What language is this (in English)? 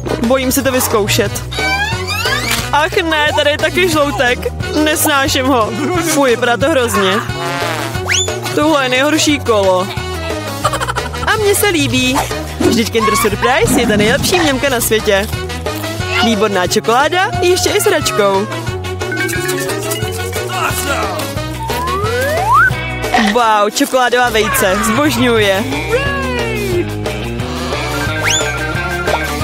Czech